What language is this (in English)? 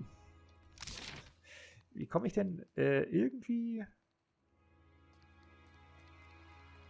German